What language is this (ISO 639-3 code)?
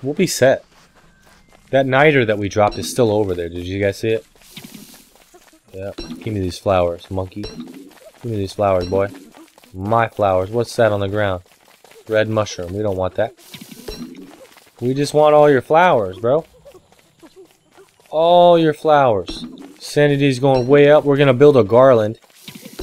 eng